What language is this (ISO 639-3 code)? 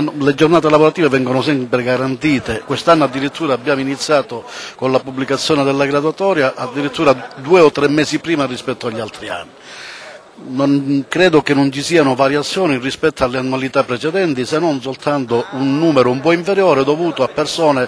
ita